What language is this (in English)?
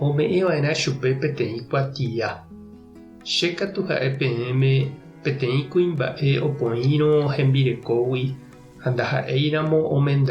Guarani